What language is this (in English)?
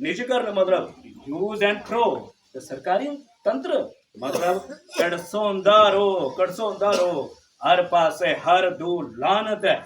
Dogri